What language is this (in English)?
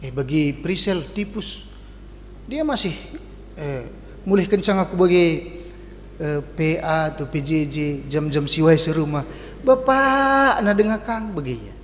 Batak Karo